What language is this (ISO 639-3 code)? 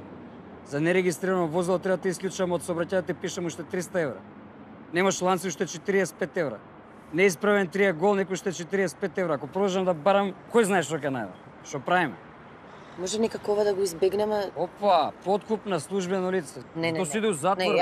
mkd